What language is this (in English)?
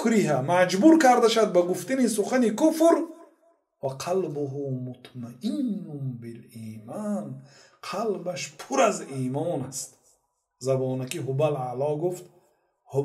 Persian